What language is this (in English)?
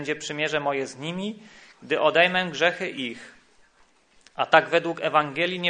Polish